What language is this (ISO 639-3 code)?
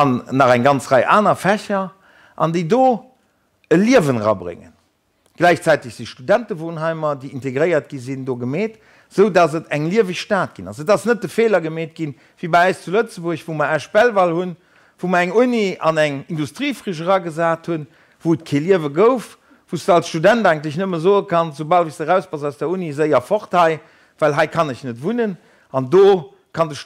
ltz